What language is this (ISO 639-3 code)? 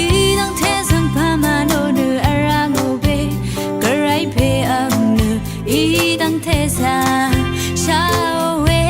raw